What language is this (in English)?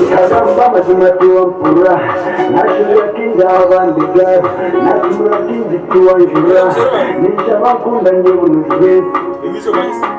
Nyankole